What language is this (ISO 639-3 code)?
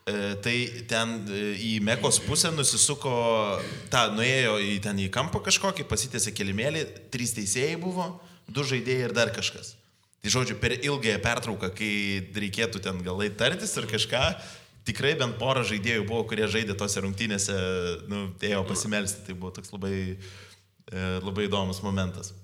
lit